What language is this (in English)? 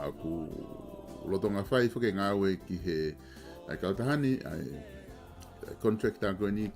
Tongan